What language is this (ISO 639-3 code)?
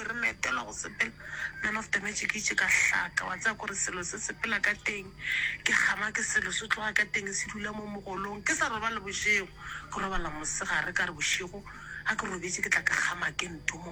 nso